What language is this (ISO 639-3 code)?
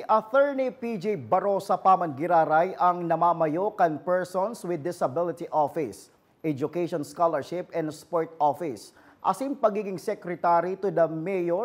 bik